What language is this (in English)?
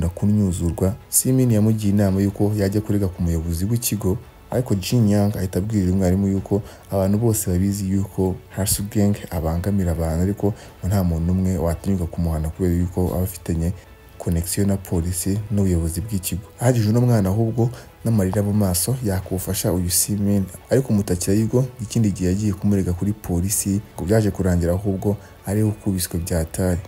Kinyarwanda